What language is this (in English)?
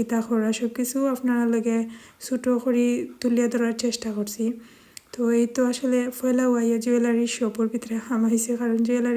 Sylheti